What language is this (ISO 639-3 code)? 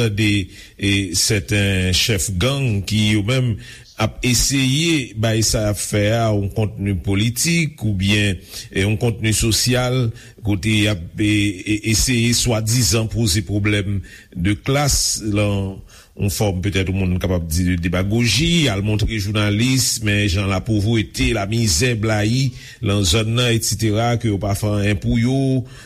hat